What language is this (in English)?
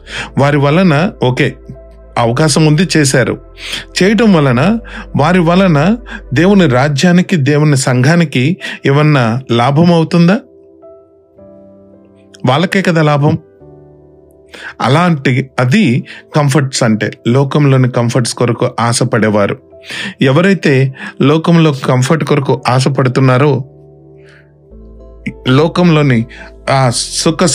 Telugu